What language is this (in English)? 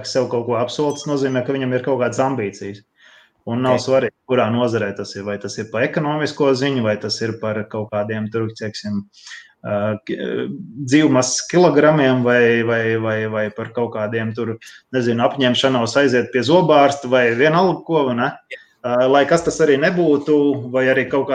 Latvian